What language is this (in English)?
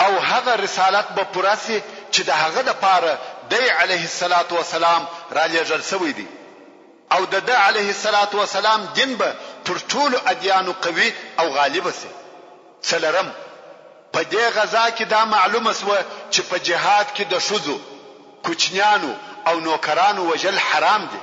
Pashto